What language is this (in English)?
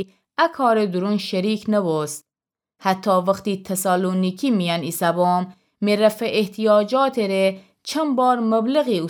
Gilaki